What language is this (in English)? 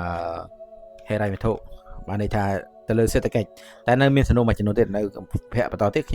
Khmer